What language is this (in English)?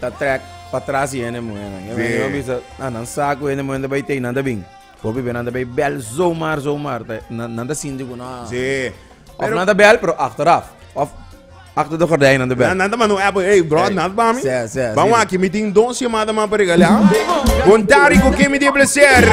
Papiamento